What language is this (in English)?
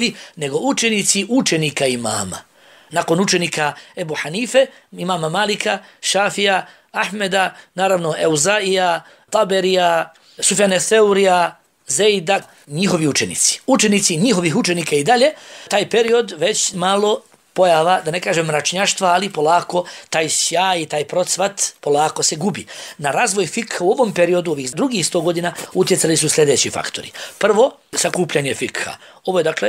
Bosnian